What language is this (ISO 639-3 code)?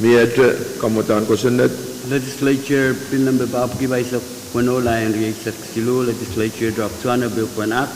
pon